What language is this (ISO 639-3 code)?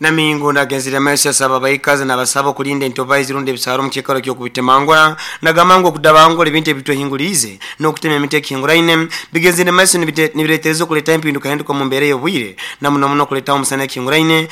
nyo